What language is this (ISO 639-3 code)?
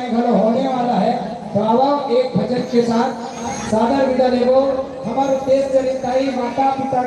hne